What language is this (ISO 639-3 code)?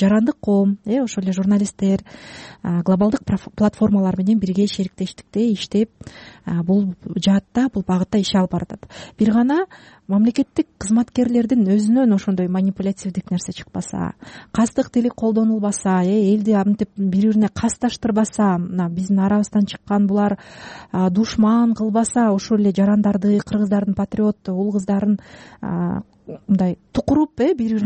kir